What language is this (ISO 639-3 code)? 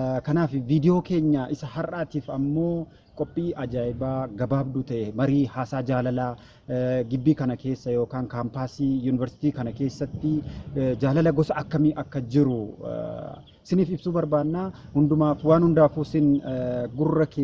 orm